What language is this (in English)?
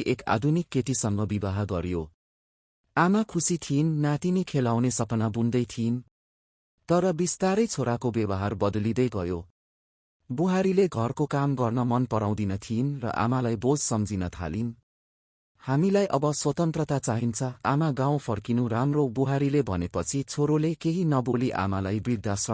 Nepali